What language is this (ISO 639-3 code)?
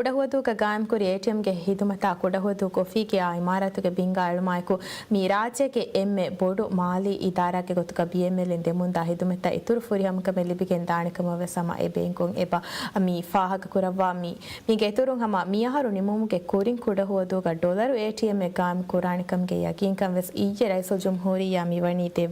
div